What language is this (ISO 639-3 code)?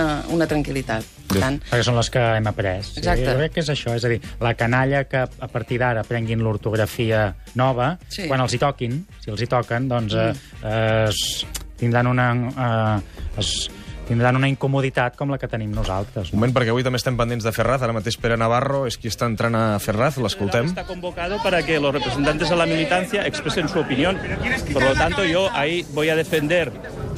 cat